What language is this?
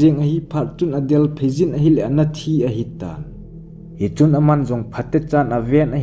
Thado Chin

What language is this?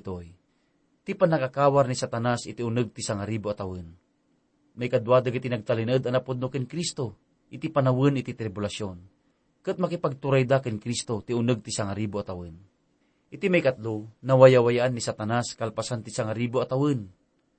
Iloko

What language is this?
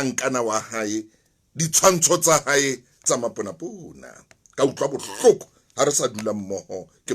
Southern Sotho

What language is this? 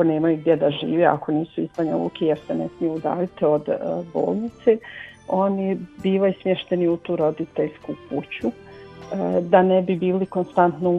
Bosnian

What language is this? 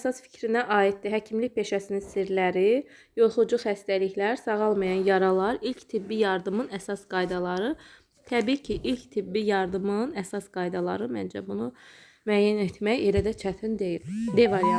Azerbaijani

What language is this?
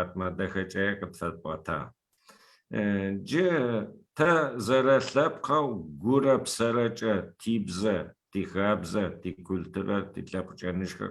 Adyghe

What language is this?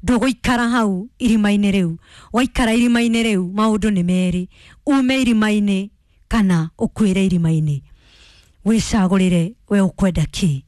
Kikuyu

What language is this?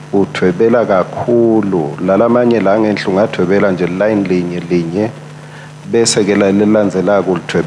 Swati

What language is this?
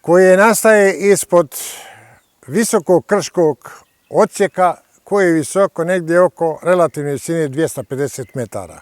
Bosnian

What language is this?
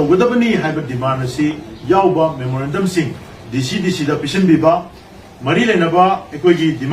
Manipuri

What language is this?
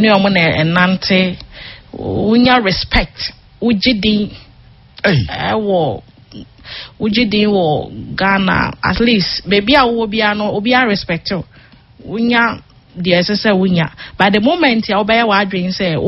Akan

